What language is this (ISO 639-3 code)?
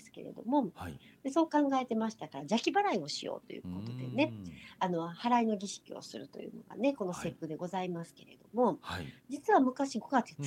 jpn